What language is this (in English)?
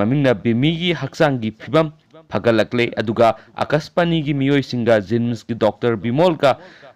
Manipuri